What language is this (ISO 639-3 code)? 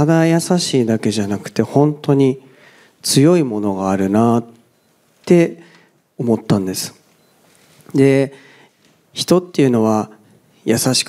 jpn